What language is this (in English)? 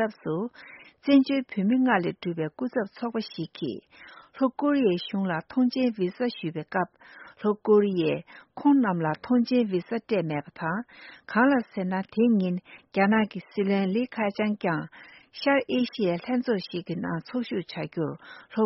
Tibetan